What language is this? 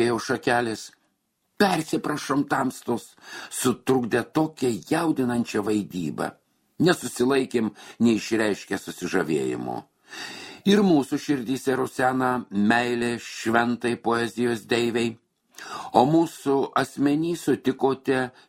Lithuanian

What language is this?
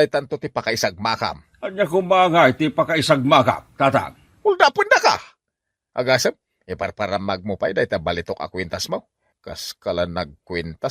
Iloko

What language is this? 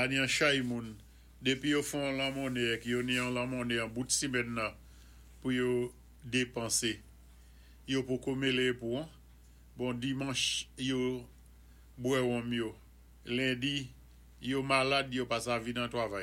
Saint Lucian Creole French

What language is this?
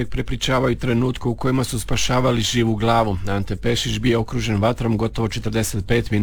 Croatian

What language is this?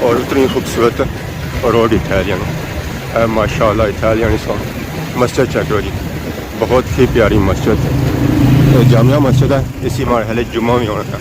Pahari-Potwari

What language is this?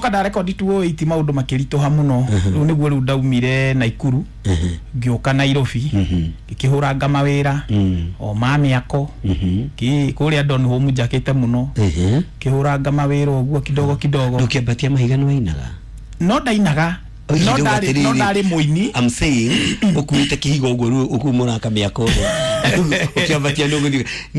Kikuyu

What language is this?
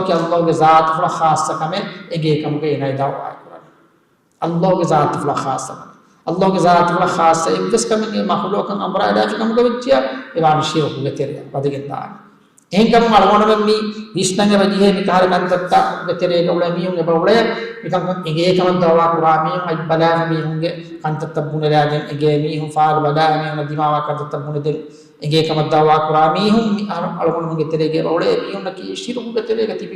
Divehi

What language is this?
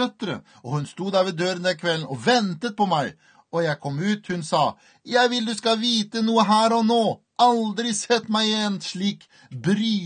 Norwegian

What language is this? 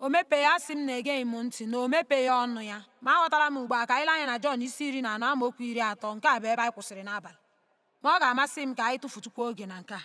Igbo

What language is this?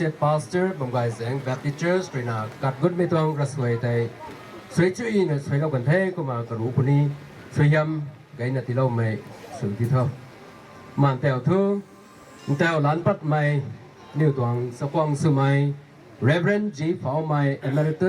Rongmei Naga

